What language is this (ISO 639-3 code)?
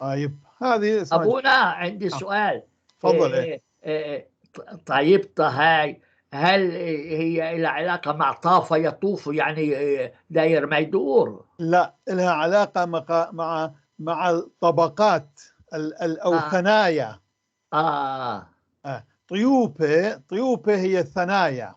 apc